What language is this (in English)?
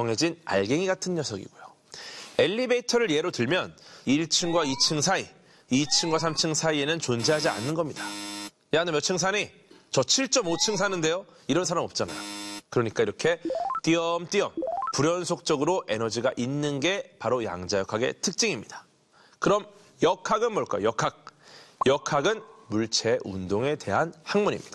Korean